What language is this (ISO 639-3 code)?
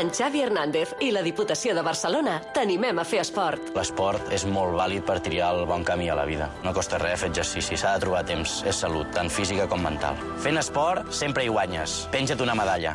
cat